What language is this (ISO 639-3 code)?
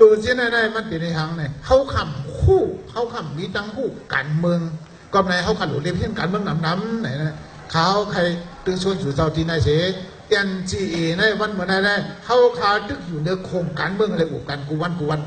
shn